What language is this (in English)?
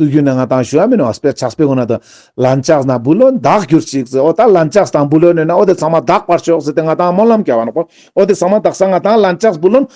Ladakhi